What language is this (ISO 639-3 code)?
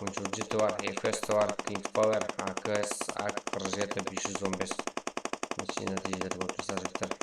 kaa